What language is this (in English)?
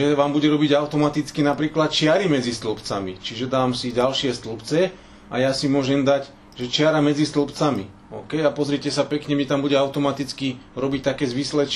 Slovak